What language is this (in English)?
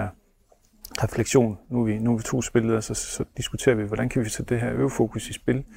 Danish